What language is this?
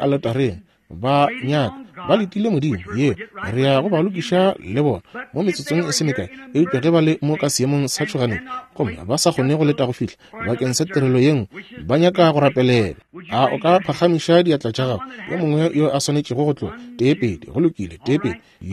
Northern Sotho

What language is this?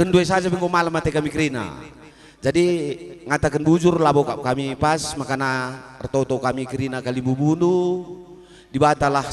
Batak Karo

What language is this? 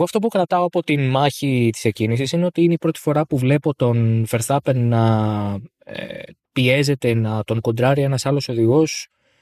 Greek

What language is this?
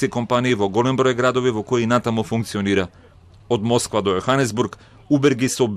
Macedonian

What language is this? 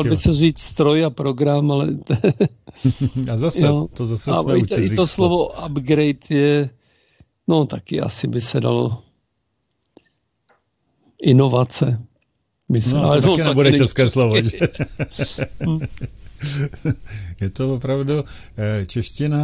Czech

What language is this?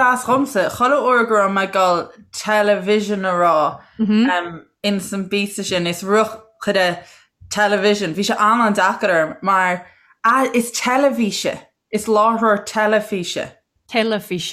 Irish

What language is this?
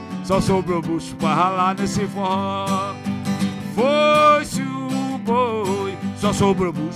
Portuguese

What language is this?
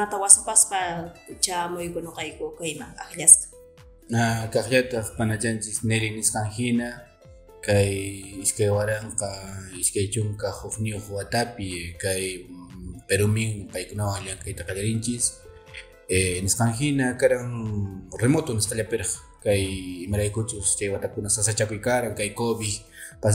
Quechua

